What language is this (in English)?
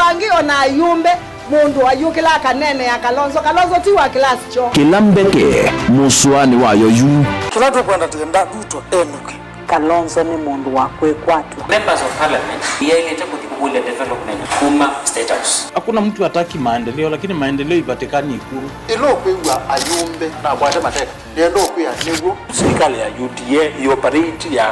Kamba